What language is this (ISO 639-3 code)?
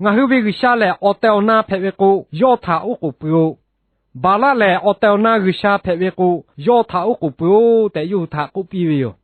lhu